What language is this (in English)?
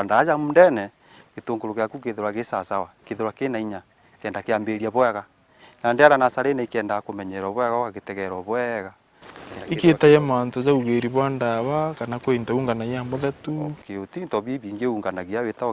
Meru